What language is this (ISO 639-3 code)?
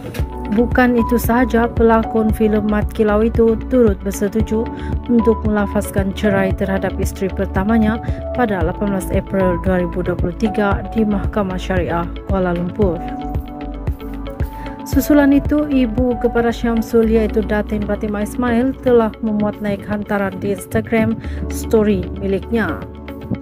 msa